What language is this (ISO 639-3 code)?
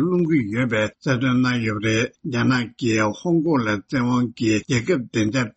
bod